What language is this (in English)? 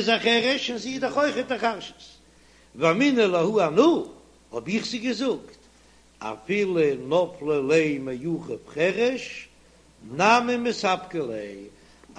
Yiddish